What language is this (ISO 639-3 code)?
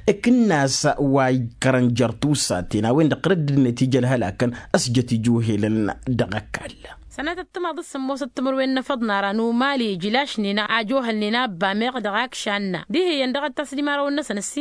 taq